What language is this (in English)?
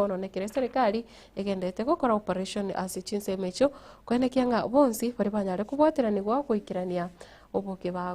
Gusii